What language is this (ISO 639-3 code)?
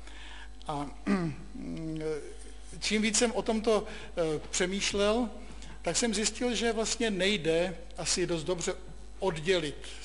ces